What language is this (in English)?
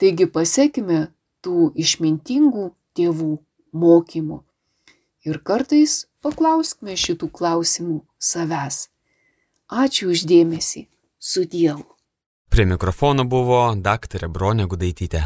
Lithuanian